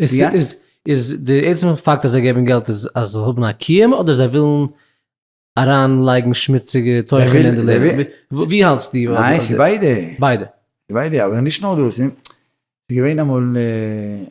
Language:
Yiddish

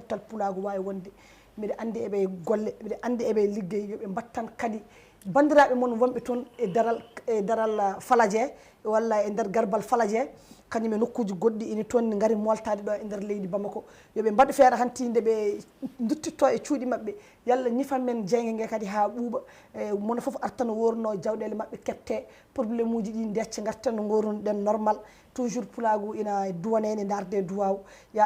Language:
Fula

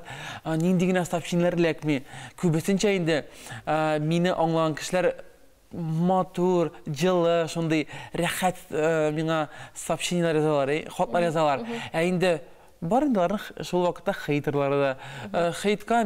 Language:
Tatar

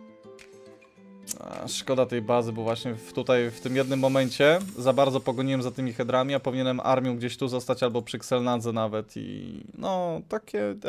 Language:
Polish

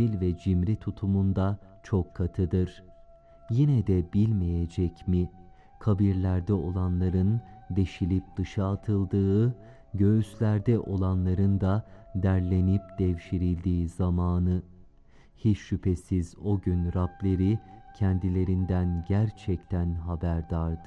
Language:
Turkish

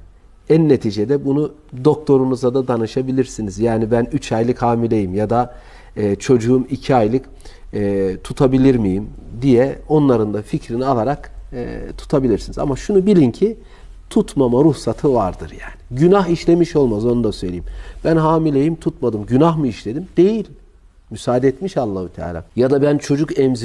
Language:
Turkish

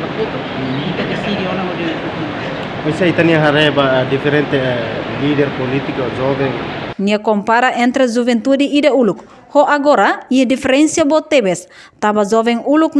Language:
Tetum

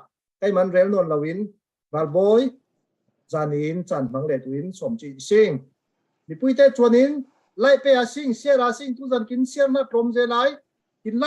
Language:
Falam Chin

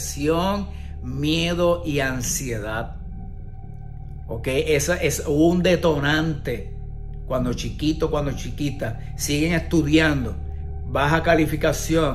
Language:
Spanish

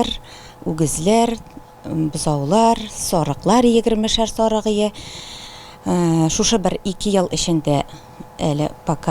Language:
Tatar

